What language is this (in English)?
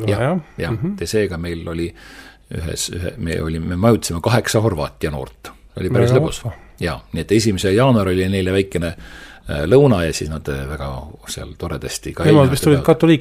Estonian